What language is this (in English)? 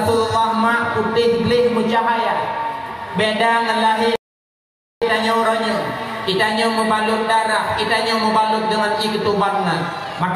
Achinese